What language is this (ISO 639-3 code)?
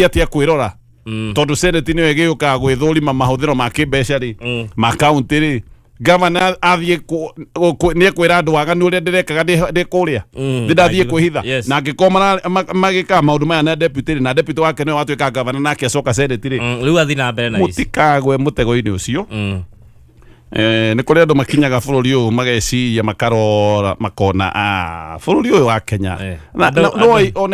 kik